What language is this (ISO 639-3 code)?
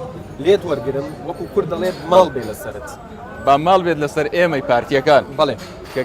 ckb